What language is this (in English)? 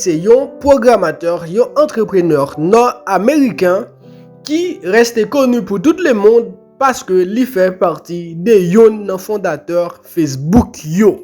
Haitian Creole